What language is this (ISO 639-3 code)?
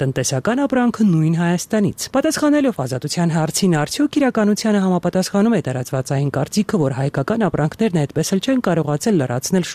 hye